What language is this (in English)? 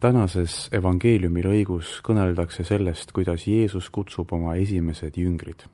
Estonian